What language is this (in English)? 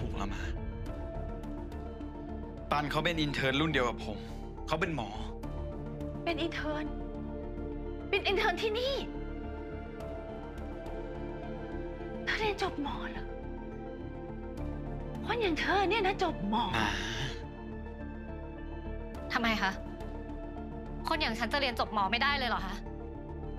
Thai